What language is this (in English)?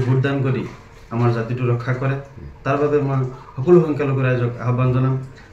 Assamese